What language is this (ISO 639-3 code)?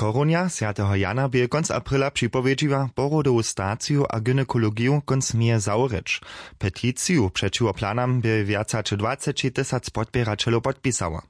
hsb